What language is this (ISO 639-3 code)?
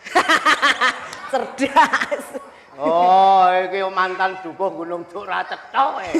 jav